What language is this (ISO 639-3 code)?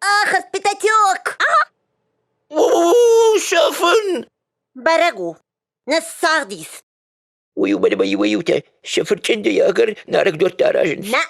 oss